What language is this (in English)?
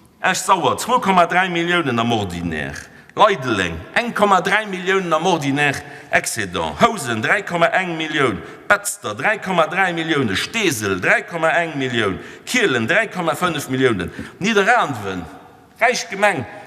Luxembourgish